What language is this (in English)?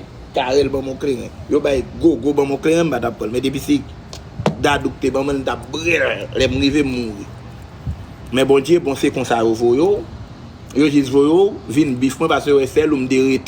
Haitian Creole